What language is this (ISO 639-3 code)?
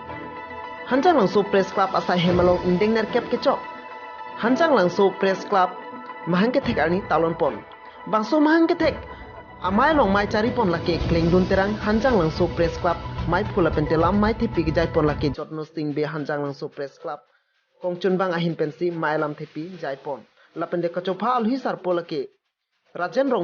mjw